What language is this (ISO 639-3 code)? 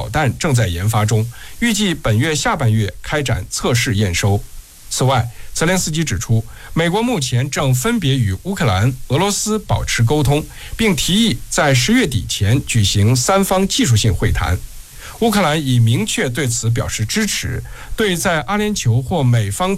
zho